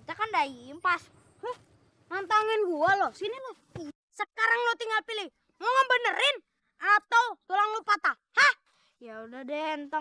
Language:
Betawi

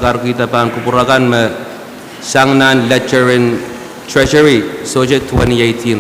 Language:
Pohnpeian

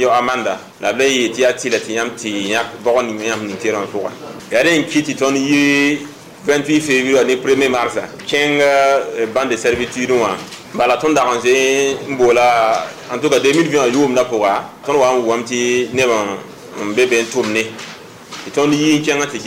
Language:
Mossi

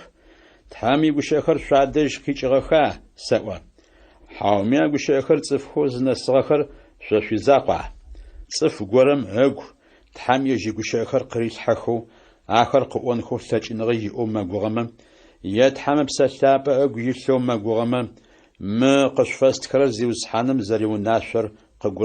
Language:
Adyghe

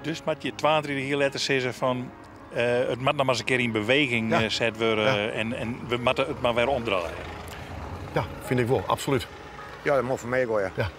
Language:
Western Frisian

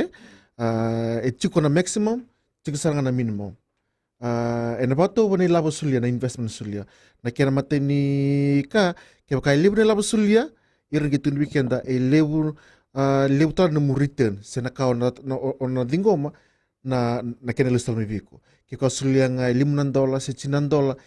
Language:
Fijian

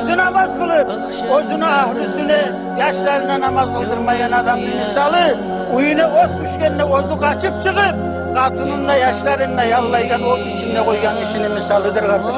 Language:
Kumyk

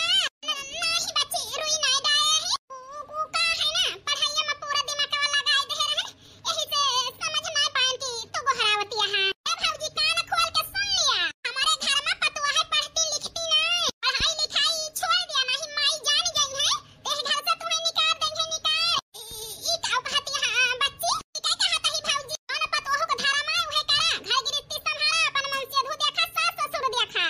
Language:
Awadhi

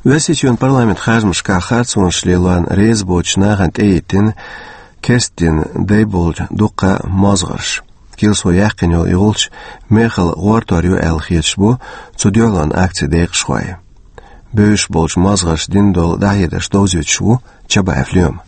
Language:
Chechen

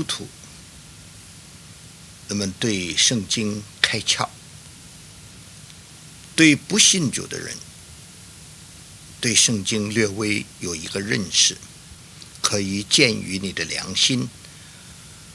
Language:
Chinese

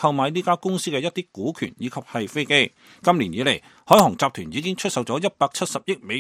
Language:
Cantonese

